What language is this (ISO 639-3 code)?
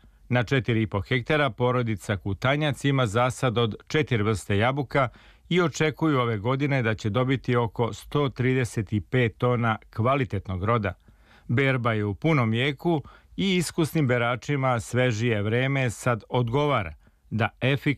srp